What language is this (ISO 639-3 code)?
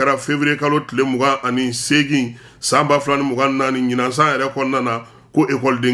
bam